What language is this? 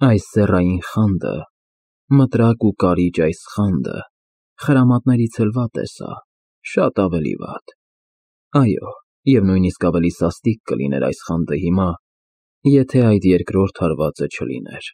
Armenian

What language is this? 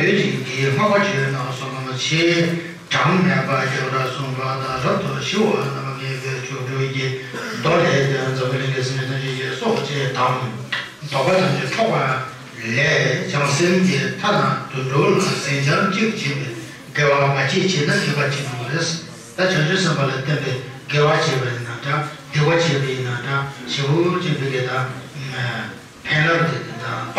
Tibetan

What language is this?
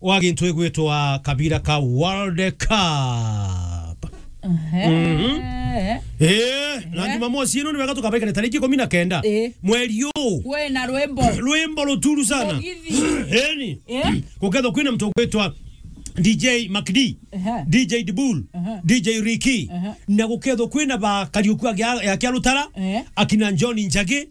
Meru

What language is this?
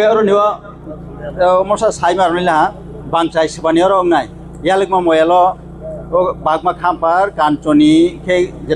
Kok Borok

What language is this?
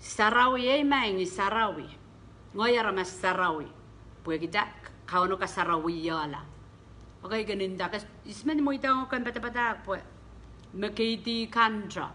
Pohnpeian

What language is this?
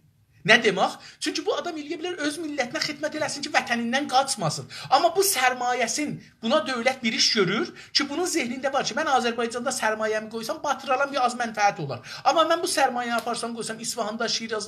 South Azerbaijani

